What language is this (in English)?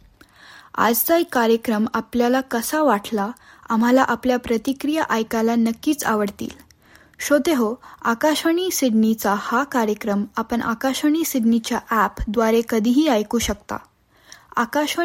Marathi